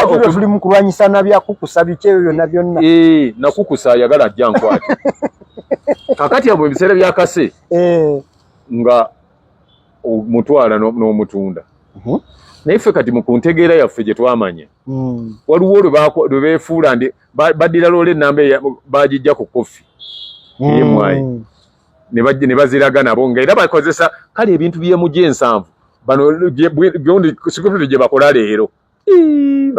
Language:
Ganda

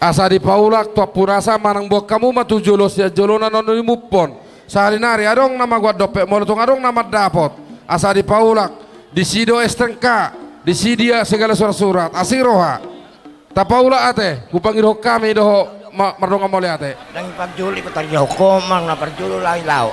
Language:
Batak Toba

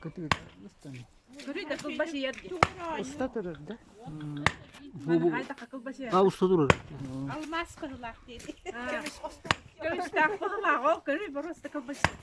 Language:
Yakut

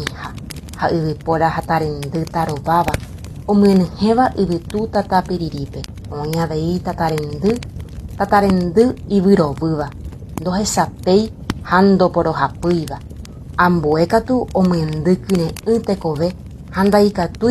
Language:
Guarani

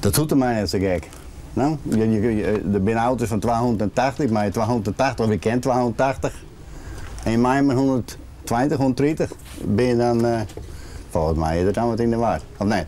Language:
Western Frisian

